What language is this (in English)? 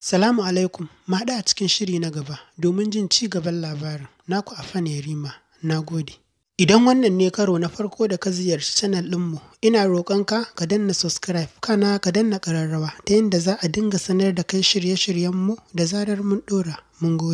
Hausa